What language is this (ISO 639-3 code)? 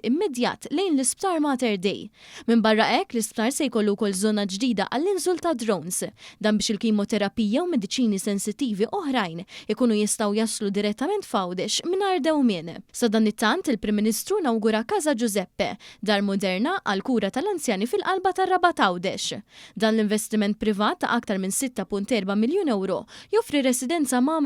mlt